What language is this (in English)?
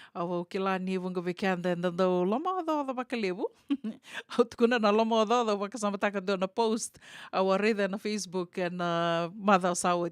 Fijian